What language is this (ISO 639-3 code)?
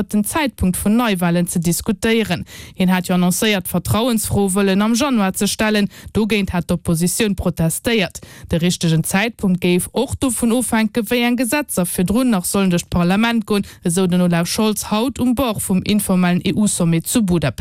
ltz